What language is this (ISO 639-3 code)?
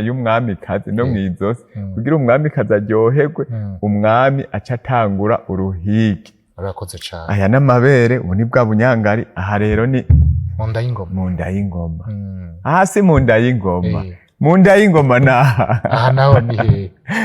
run